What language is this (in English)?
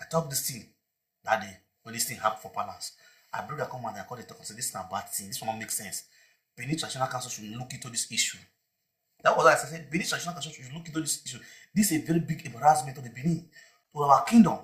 Nigerian Pidgin